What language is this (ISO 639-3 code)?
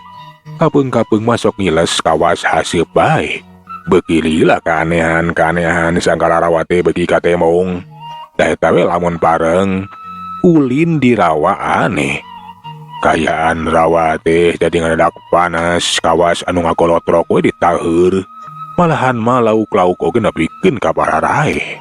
sun